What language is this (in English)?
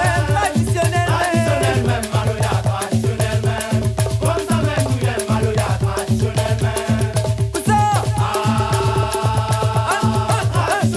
Réunion Creole French